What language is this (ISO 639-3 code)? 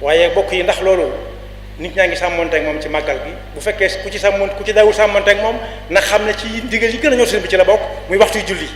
wol